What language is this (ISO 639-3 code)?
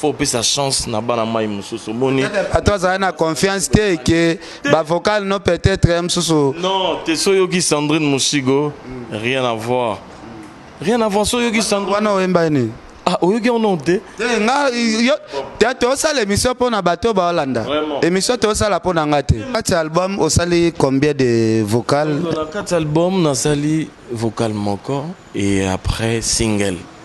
lin